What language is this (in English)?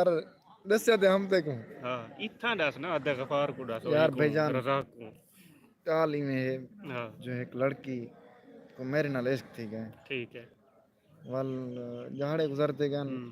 Saraiki